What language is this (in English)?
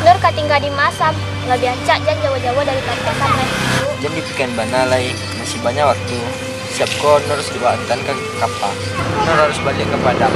Minangkabau